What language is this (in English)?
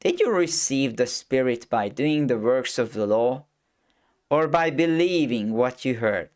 English